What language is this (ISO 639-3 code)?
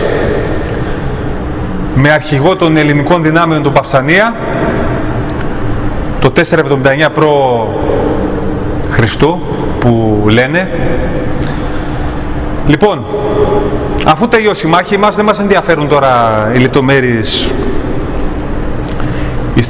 ell